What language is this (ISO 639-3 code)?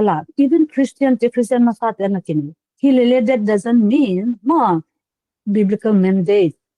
pck